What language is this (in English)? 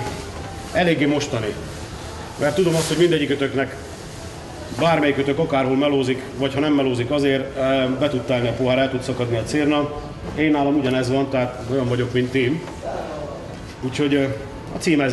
Hungarian